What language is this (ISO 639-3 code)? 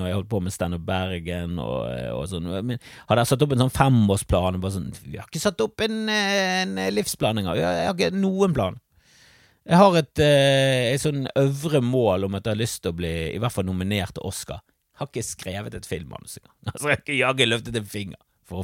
nor